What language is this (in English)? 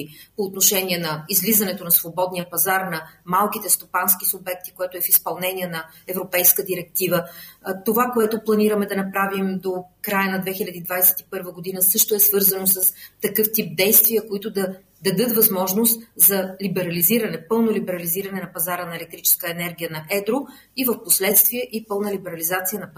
Bulgarian